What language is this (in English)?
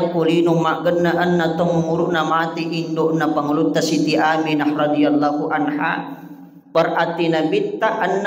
Buginese